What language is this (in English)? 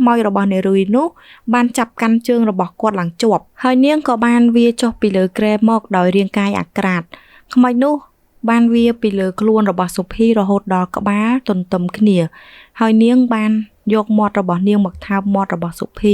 Khmer